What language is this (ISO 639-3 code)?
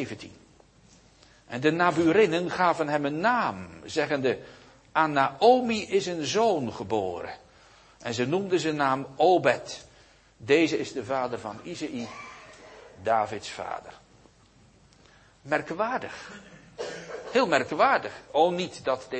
nld